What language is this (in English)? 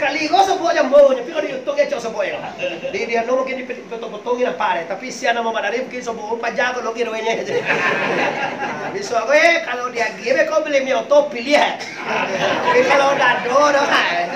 Minangkabau